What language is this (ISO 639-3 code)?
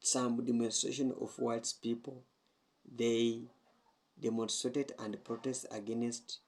jam